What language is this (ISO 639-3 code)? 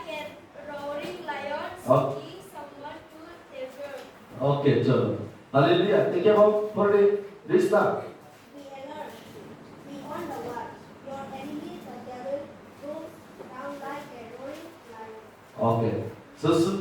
trp